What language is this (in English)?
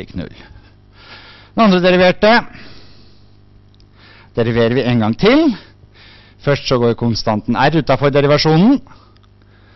Norwegian